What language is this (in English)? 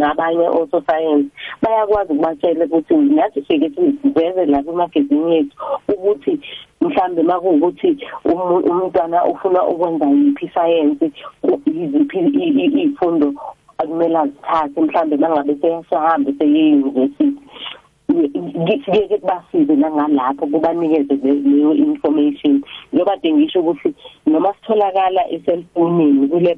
South Ndebele